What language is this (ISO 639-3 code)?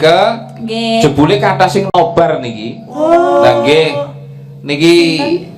jav